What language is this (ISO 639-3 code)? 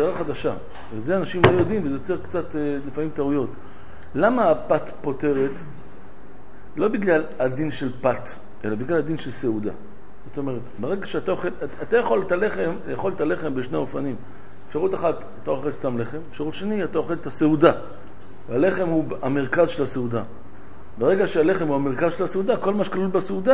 heb